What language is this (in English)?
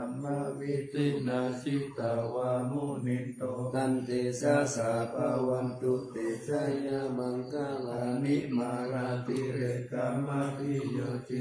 Pali